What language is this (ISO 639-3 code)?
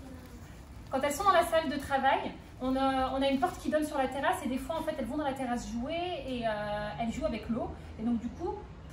fra